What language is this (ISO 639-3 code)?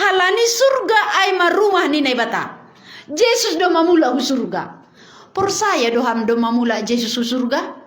bts